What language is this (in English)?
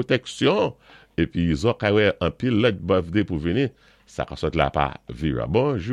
Saint Lucian Creole French